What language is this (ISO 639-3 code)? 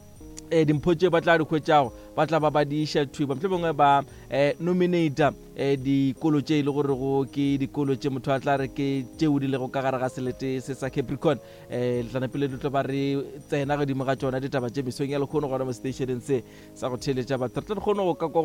nso